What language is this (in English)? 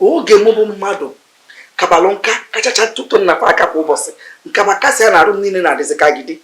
Igbo